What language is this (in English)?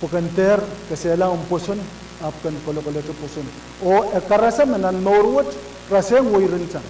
Pohnpeian